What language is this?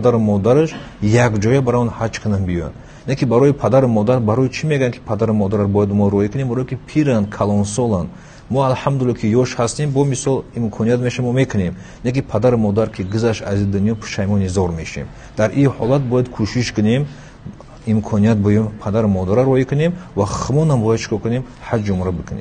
Tajik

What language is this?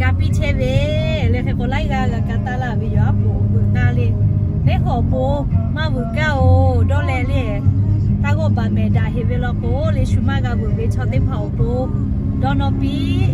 Lahu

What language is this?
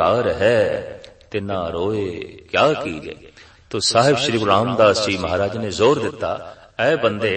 Punjabi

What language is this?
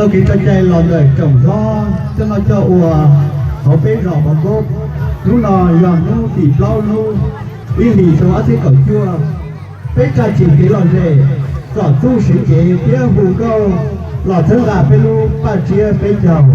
Hmong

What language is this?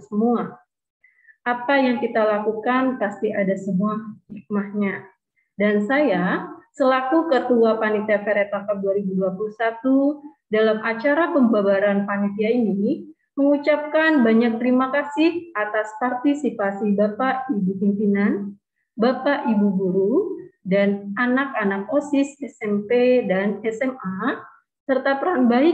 Indonesian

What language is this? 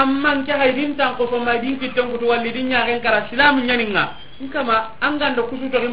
Soninke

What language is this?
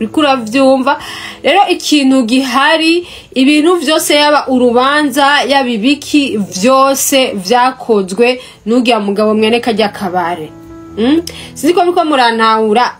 Rundi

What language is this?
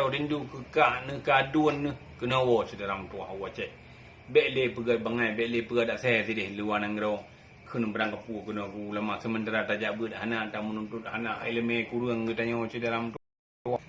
Achinese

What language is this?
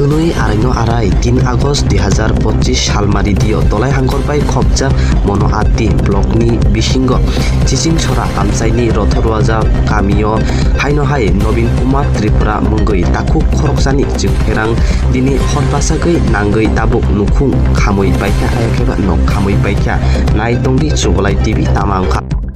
Kok Borok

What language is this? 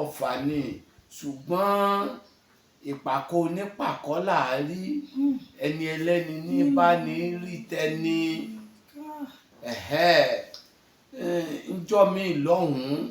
Yoruba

